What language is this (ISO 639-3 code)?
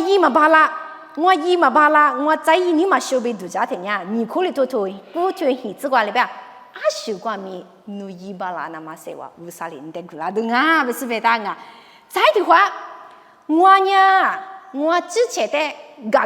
lis